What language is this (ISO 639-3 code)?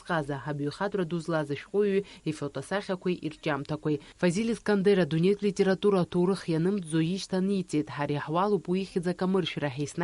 abk